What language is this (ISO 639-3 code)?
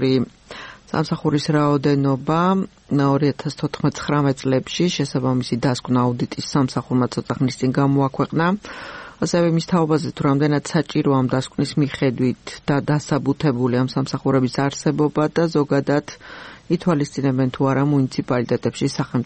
kat